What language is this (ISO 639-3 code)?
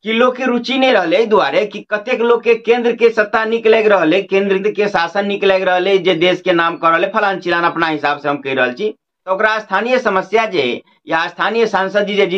mai